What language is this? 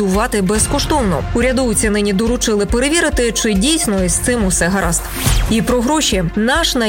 Ukrainian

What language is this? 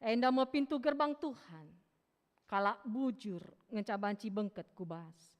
Batak Karo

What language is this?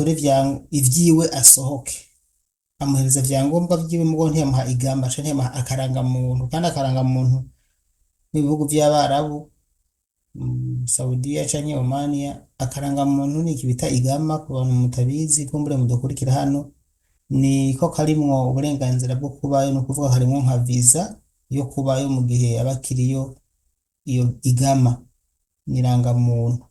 Rundi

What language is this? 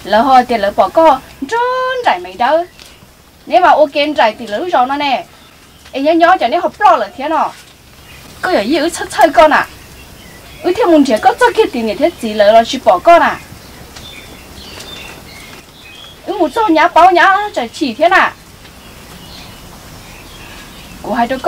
Vietnamese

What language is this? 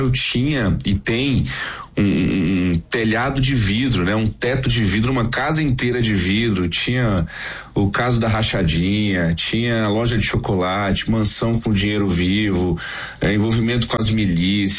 Portuguese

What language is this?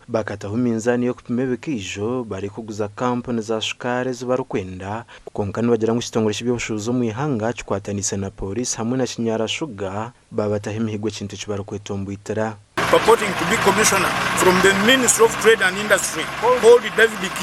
Nyankole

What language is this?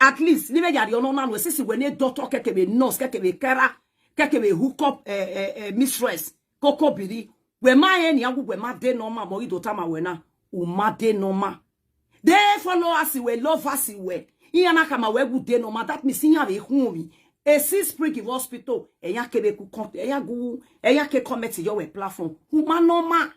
Nigerian Pidgin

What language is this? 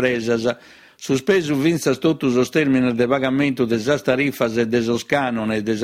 Sardinian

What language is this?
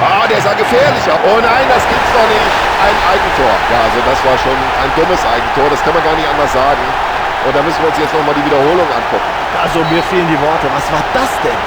Bavarian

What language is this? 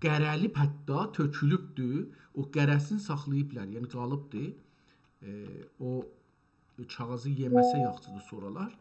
South Azerbaijani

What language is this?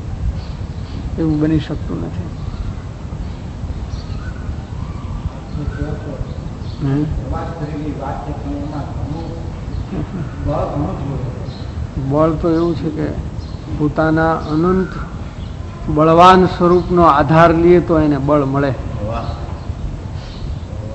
Gujarati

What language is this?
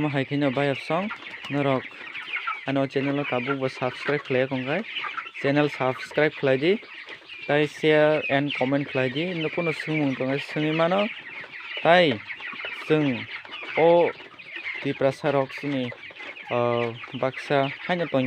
Kok Borok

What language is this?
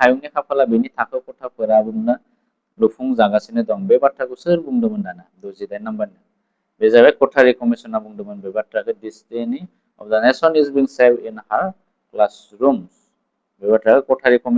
Bodo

